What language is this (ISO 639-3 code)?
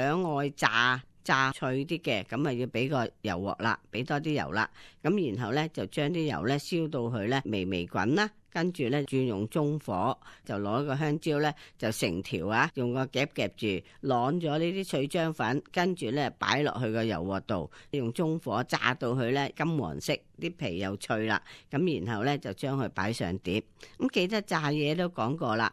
yue